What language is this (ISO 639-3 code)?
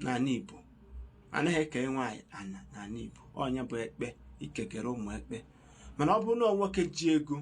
ibo